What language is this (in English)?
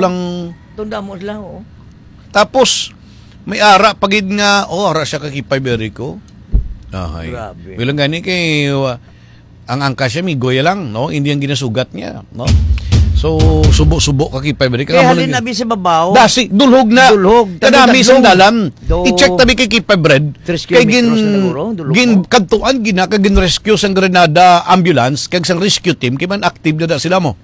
Hiligaynon